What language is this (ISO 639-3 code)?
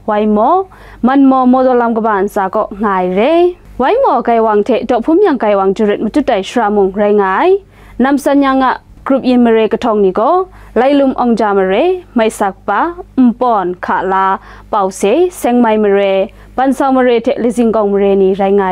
kac